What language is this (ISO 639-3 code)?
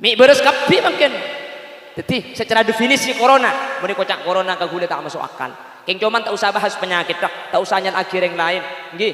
mad